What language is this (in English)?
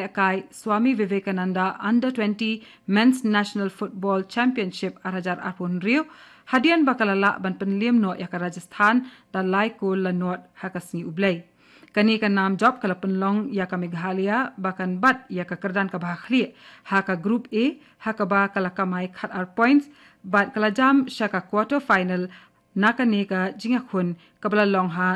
Khasi